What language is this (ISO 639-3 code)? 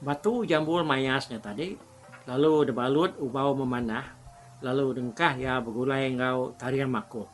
iba